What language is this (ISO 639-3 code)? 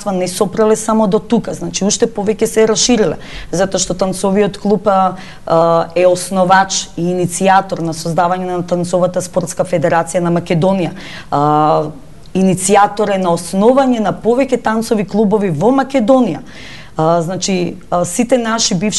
mkd